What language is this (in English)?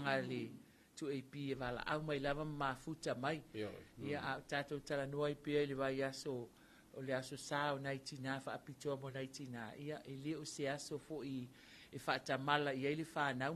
Samoan